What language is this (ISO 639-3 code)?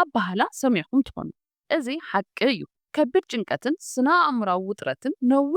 tir